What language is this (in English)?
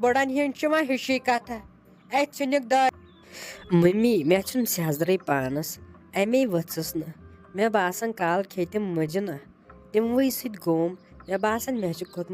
Kashmiri